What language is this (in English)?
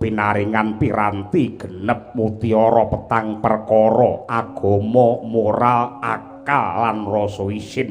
Javanese